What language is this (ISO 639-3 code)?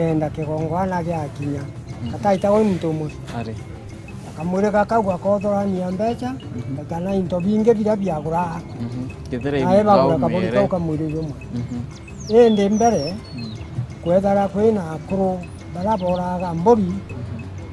mer